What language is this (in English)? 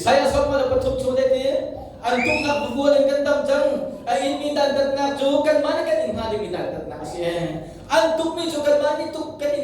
Hakha Chin